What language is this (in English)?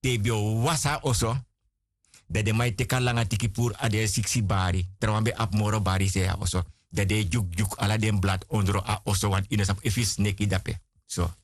Sranan Tongo